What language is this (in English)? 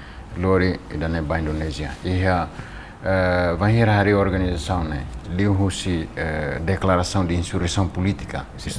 Tetum